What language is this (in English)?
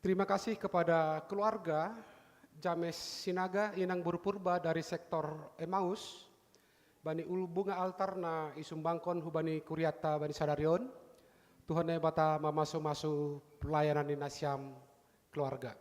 Batak Simalungun